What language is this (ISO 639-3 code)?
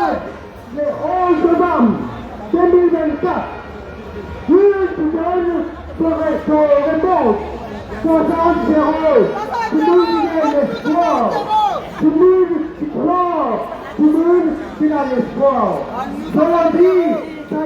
mfe